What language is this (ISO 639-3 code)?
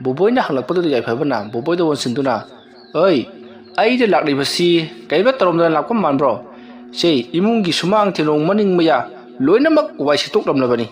mni